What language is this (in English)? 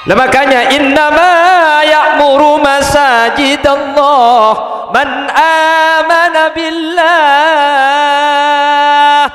Madurese